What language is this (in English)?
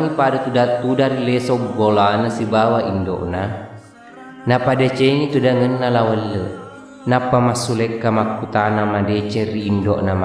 Buginese